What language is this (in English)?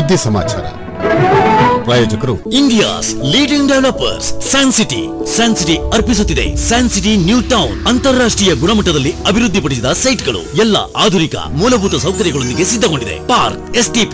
Kannada